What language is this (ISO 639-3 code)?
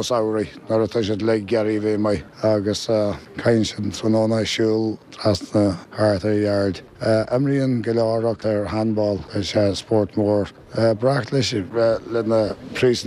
gle